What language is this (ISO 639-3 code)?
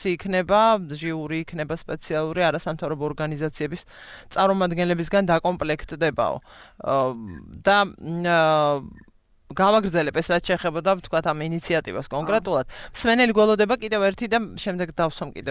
kat